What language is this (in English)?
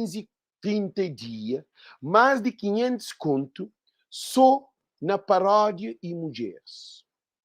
Kabuverdianu